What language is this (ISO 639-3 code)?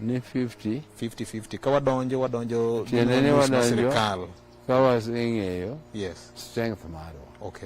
luo